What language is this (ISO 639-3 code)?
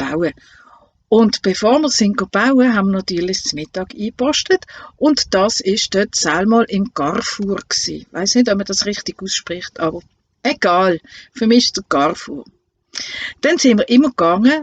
gsw